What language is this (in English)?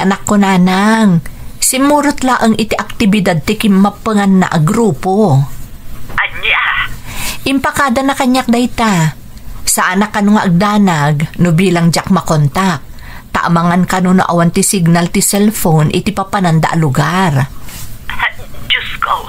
Iloko